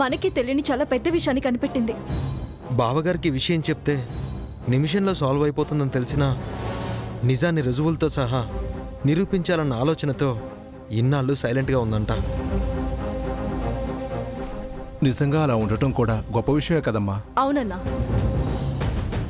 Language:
Telugu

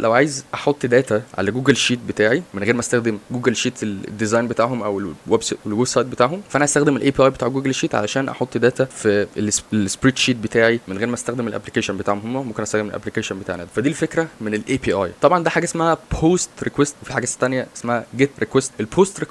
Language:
Egyptian Arabic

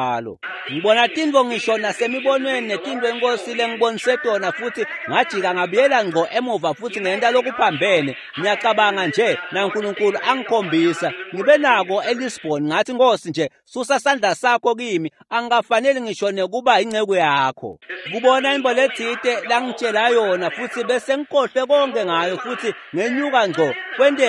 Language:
Swati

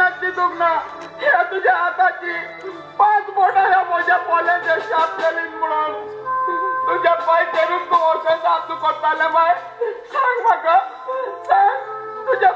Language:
Konkani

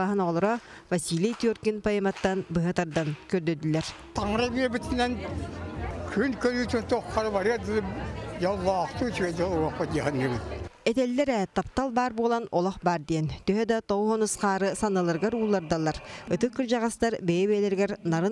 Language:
Yakut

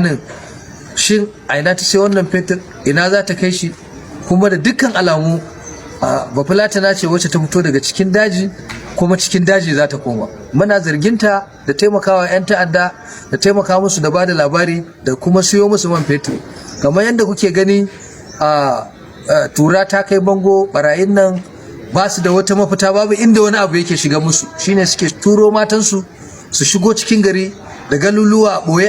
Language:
Hausa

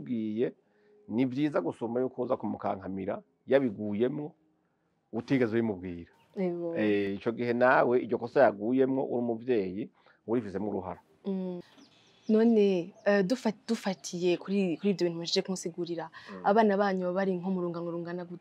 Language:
Rundi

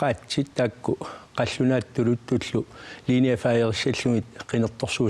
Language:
Kalaallisut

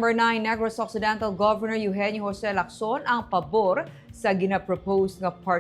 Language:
Hiligaynon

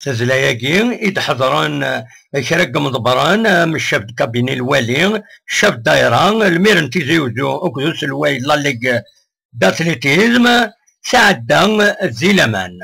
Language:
Kabyle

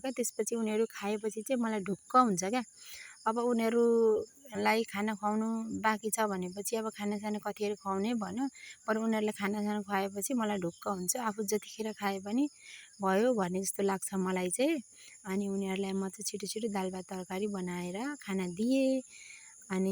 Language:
Nepali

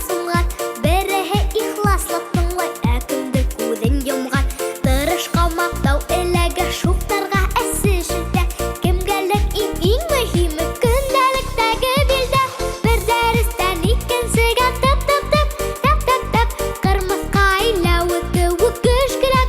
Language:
Bashkir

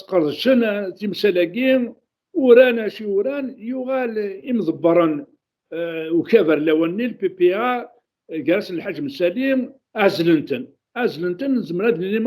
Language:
Kabyle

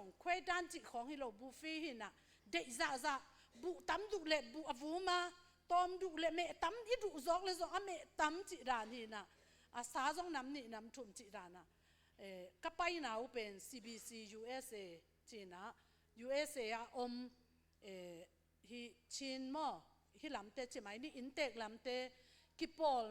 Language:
Tedim Chin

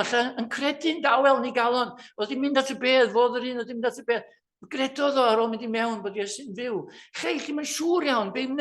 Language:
Welsh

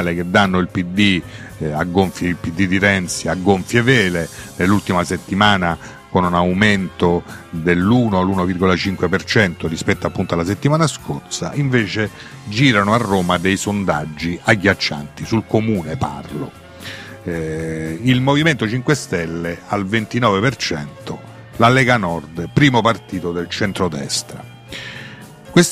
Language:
Italian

